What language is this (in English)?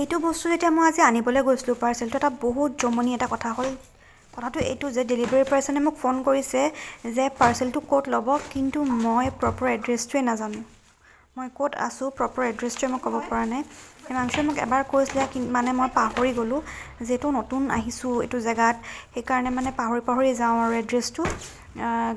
Assamese